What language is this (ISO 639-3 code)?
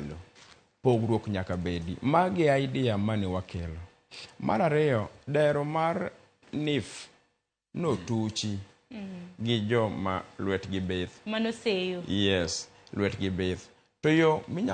luo